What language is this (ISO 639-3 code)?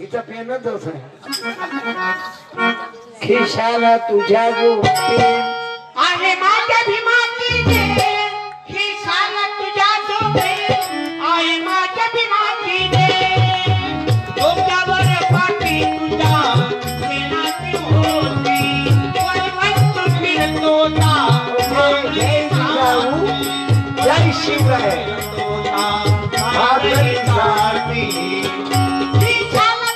mar